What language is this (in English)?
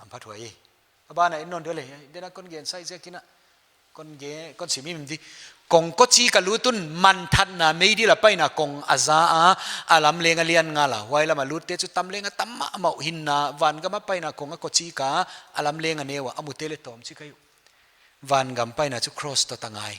Paite Chin